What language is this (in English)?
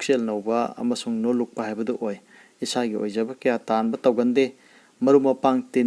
Manipuri